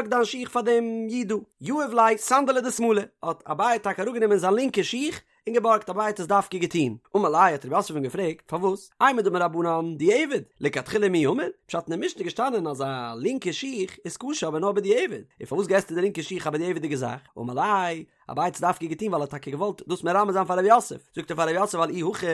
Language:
Yiddish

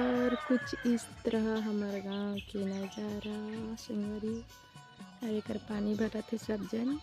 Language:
Chhattisgarhi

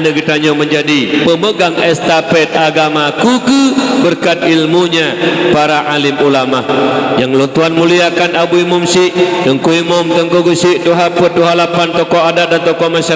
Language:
Achinese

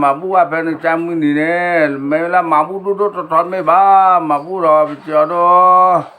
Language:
S'gaw Karen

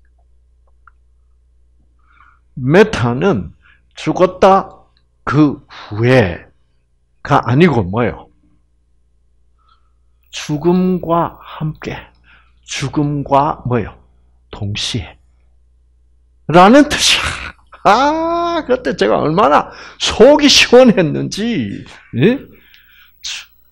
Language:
Korean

